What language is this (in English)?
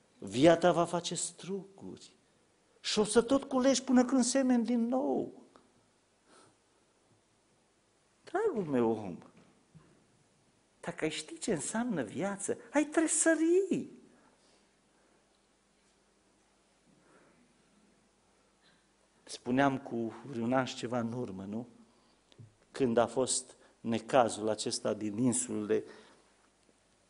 Romanian